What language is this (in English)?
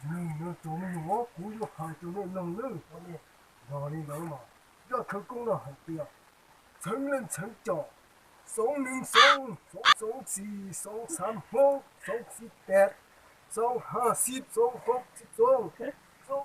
Hmong